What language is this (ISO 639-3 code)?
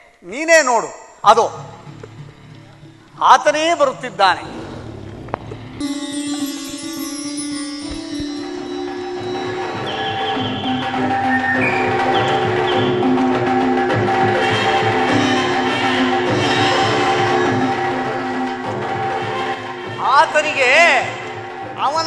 kan